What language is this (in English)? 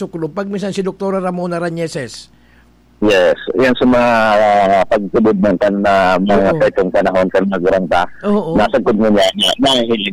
Bikol